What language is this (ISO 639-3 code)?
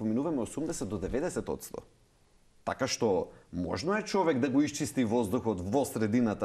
mkd